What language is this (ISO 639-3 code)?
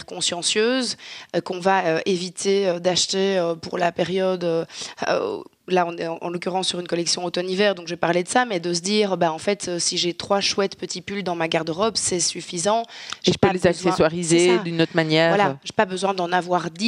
fra